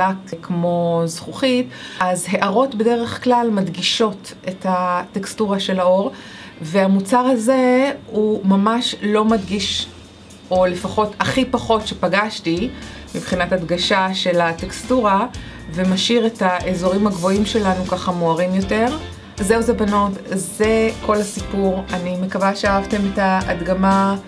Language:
Hebrew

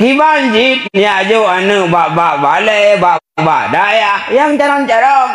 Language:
Achinese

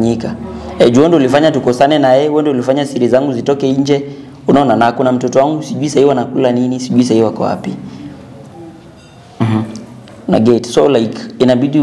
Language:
Swahili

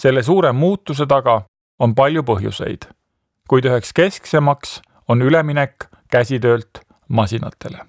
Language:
Estonian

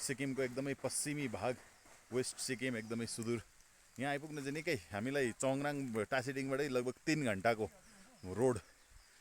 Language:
Nepali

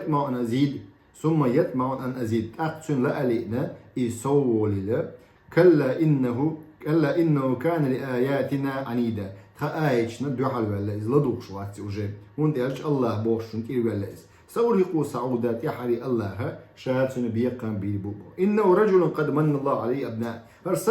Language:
Chechen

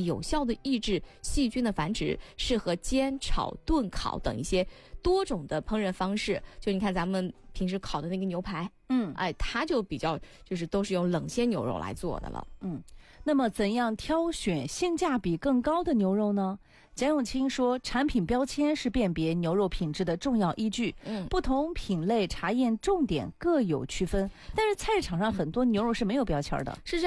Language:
Chinese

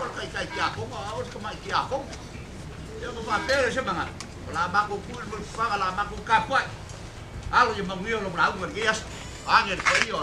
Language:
Samoan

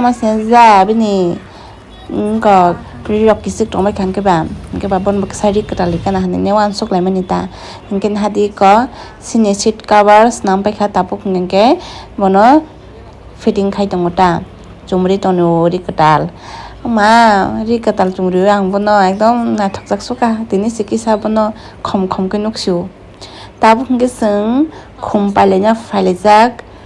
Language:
Kok Borok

